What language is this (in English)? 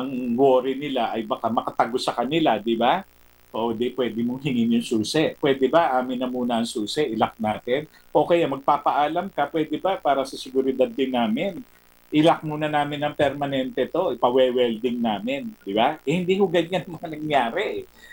Filipino